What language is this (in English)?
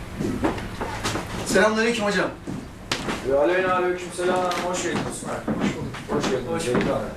Turkish